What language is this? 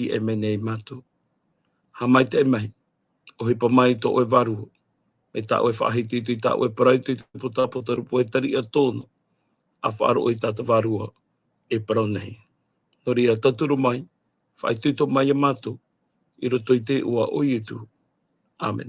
Tahitian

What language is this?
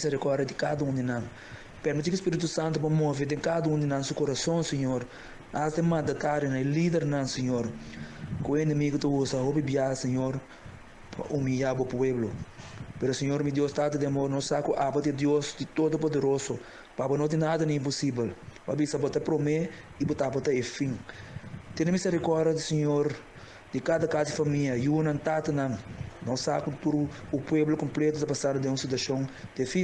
Papiamento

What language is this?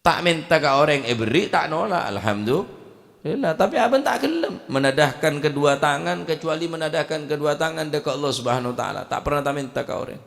Madurese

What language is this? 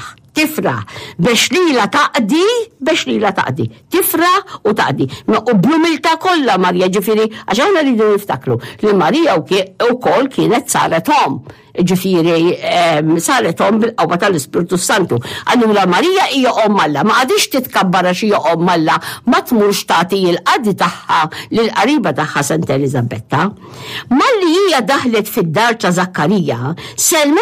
Maltese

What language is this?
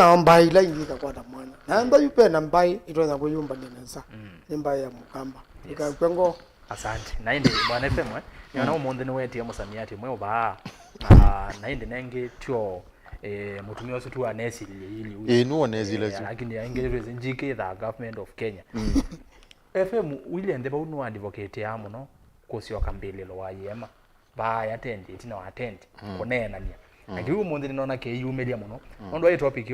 Kamba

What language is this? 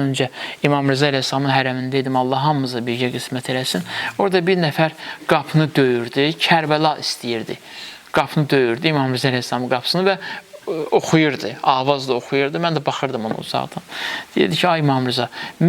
Azerbaijani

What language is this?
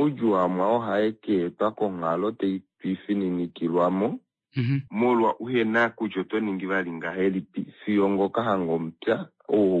Kuanyama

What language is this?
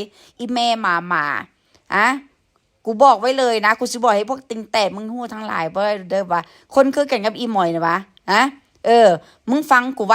Northeastern Thai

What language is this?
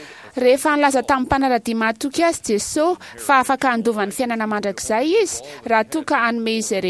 Malagasy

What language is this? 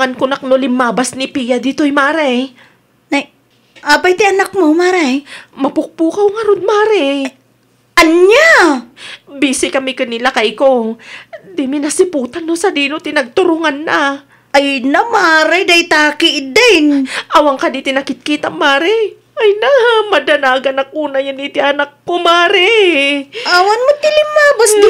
Iloko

